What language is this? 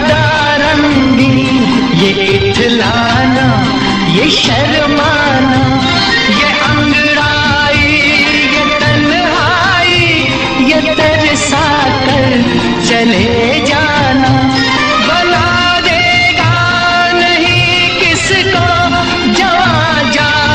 Hindi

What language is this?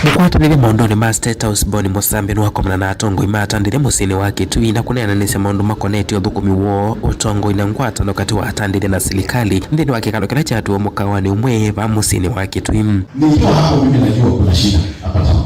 Kamba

